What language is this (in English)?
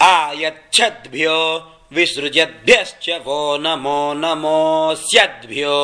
Sanskrit